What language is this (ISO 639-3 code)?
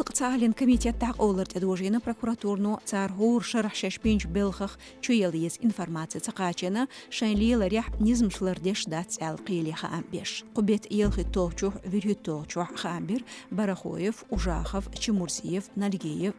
che